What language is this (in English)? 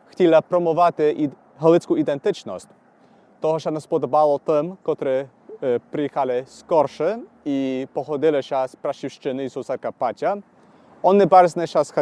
Rusyn